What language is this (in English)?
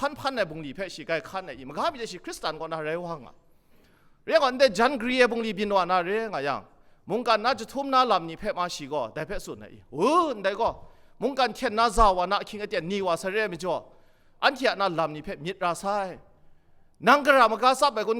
Kachin